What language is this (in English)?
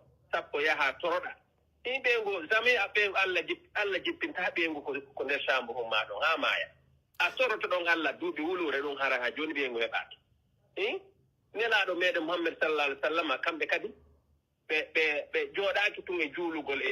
Pular